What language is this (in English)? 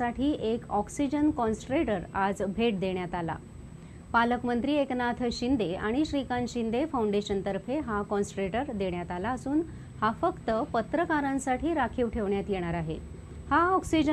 Marathi